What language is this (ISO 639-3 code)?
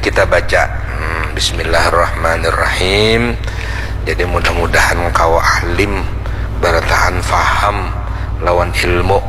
bjn